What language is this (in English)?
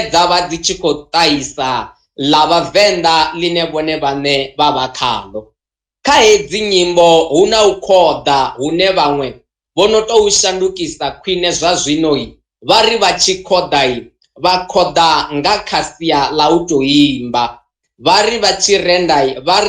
Venda